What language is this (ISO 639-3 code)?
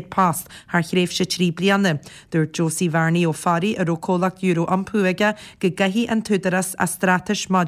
gle